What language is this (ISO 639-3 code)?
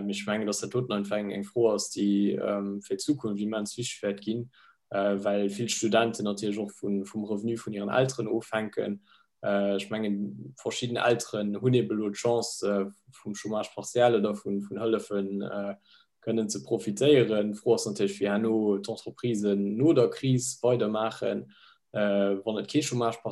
ltz